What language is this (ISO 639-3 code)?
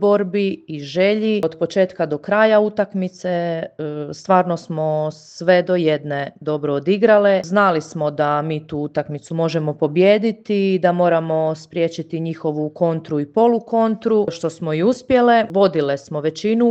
hrv